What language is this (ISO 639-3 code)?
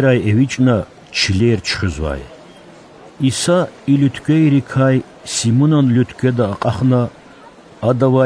lez